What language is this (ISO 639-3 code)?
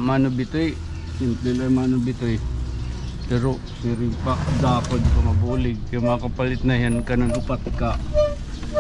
war